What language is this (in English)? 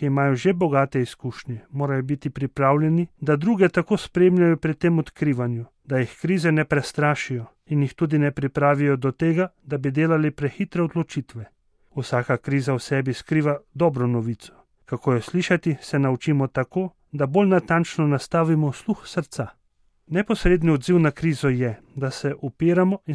Slovenian